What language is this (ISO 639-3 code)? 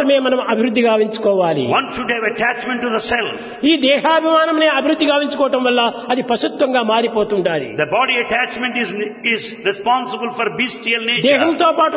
tel